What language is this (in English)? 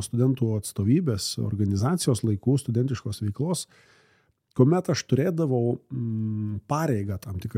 Lithuanian